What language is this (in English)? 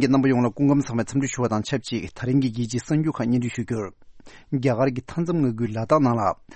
Tibetan